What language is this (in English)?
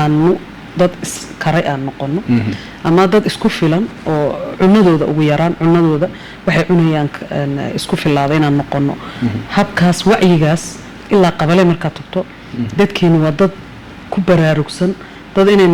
Somali